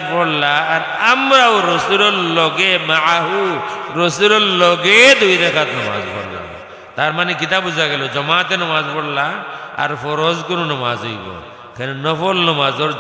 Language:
Sylheti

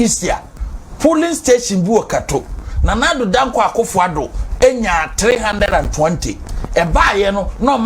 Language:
Akan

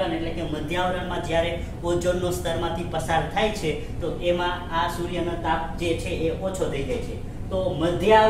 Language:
Gujarati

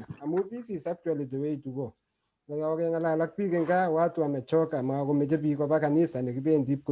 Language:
Kalenjin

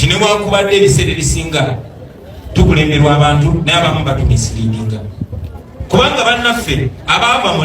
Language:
Ganda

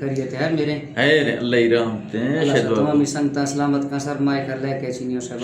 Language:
Eastern Balochi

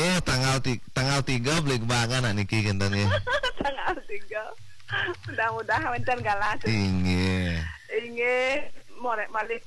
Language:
Balinese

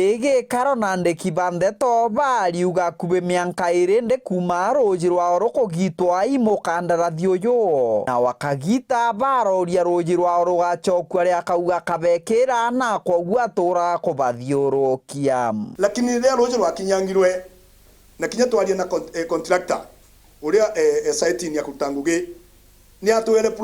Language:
Meru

